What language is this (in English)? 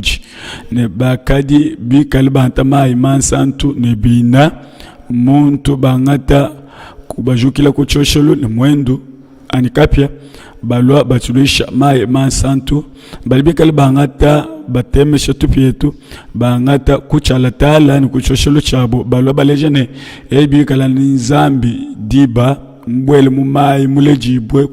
Luba-Lulua